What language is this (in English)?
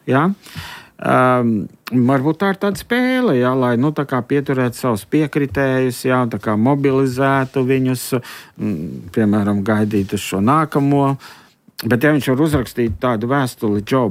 Latvian